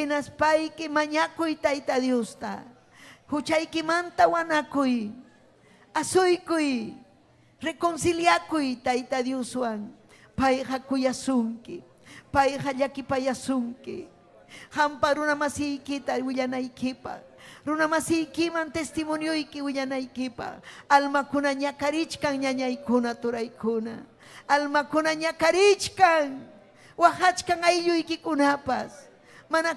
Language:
Ayacucho Quechua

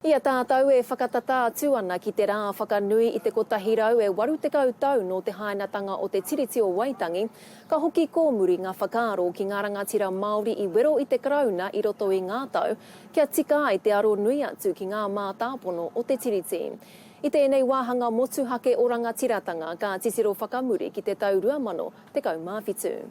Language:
Māori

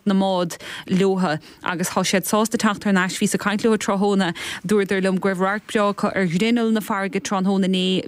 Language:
Irish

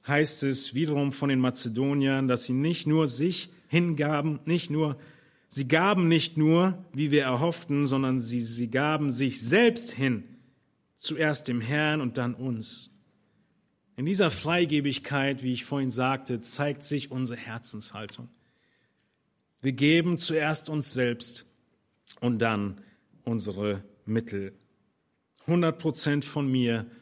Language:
German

